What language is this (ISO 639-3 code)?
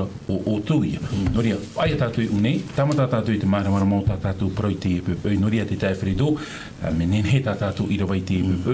tah